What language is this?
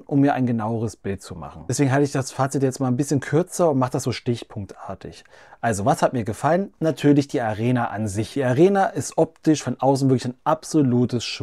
German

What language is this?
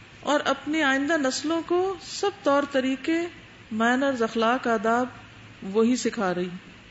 Urdu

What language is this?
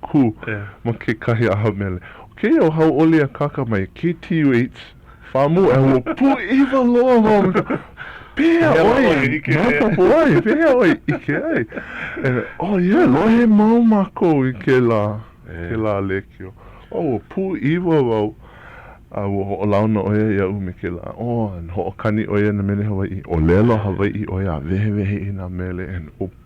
Hawaiian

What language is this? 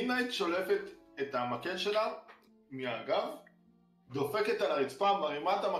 Hebrew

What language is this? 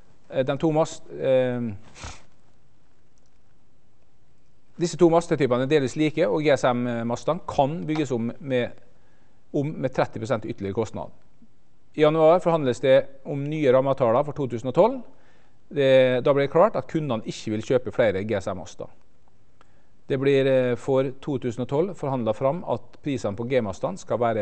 Norwegian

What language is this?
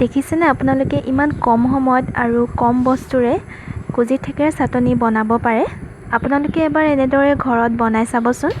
Assamese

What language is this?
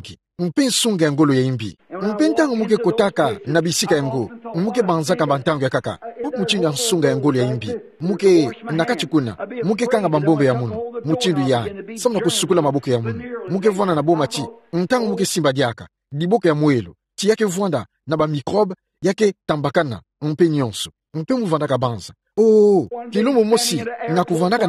Kituba (Democratic Republic of Congo)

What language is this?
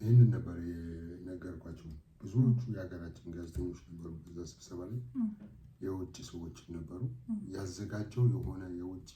Amharic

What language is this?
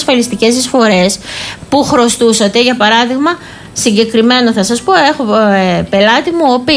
Greek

